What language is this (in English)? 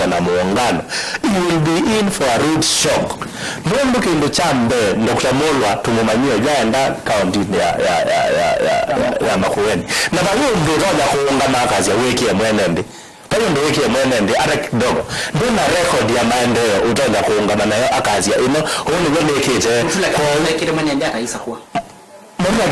Kamba